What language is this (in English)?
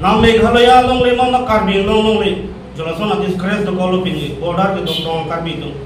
Karbi